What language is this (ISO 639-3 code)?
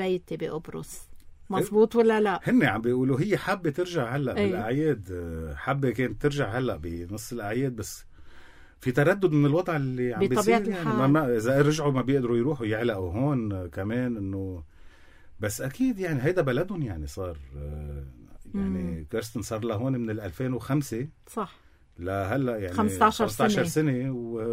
apc